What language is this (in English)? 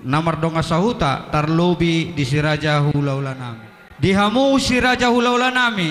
Batak Toba